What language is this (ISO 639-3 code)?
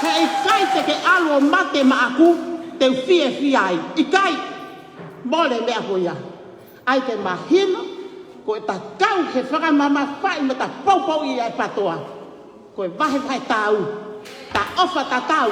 ton